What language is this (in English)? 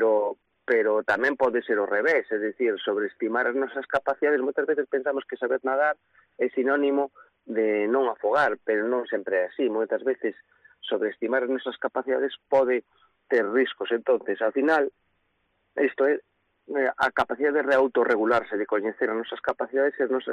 Galician